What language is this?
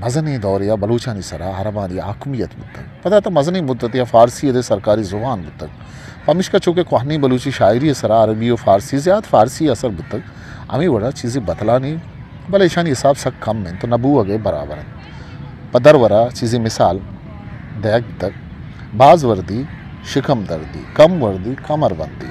Eastern Balochi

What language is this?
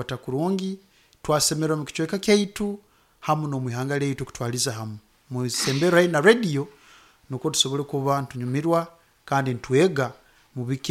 Nyoro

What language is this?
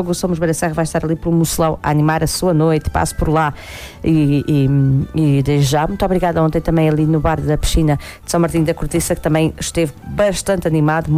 Portuguese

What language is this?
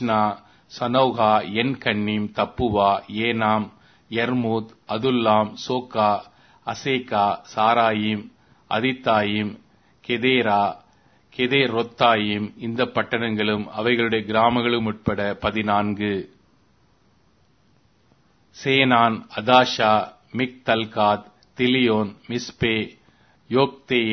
Tamil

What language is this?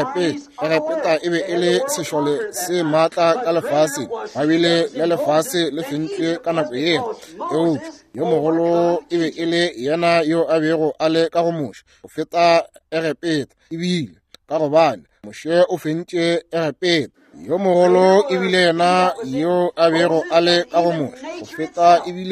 Northern Sotho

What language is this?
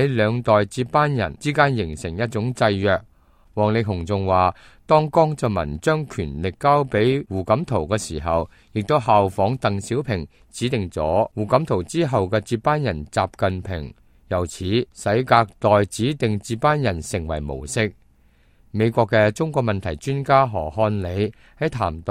Cantonese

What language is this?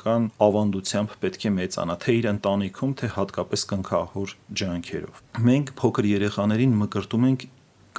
Armenian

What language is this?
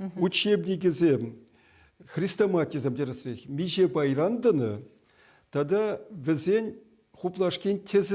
Chuvash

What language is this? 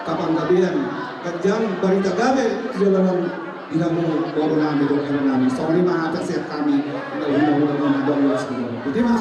Batak Toba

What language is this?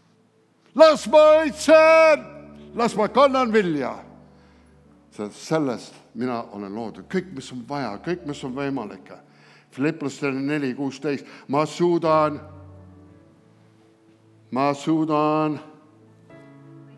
Estonian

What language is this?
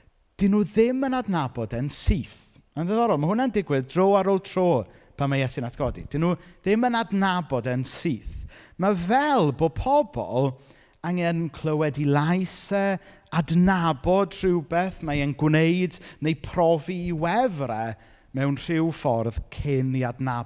Welsh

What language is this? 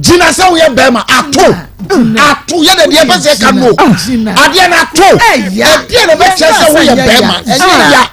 Akan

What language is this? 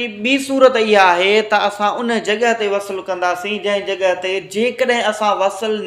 Sindhi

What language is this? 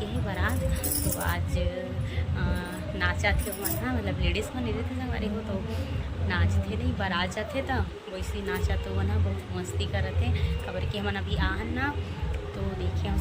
Chhattisgarhi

